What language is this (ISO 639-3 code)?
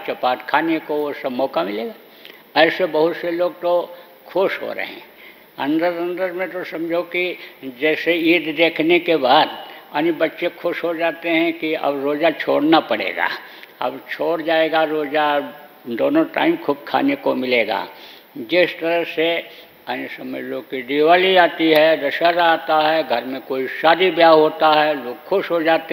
hin